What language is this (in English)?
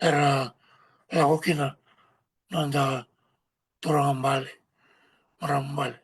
Fijian